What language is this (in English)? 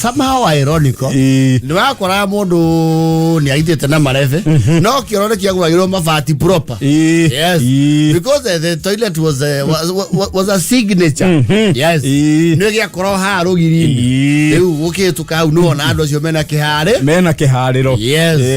Kikuyu